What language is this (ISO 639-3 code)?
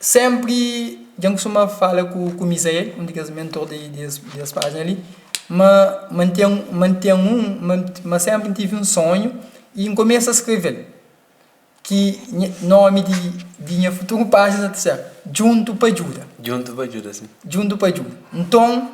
kea